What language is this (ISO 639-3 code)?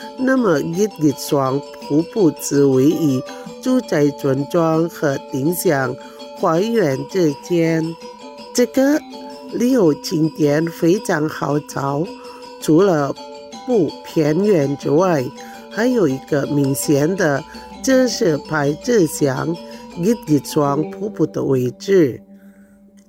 zho